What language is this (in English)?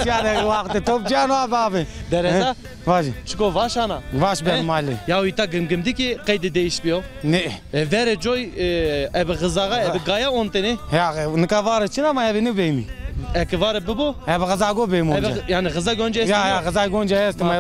Zaza